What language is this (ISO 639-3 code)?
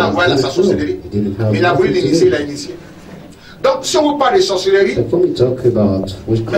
fra